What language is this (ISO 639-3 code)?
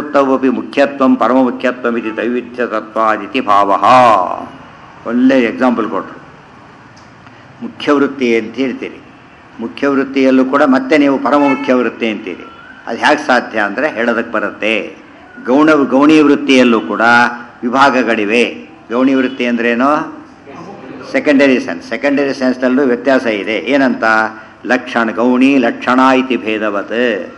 kan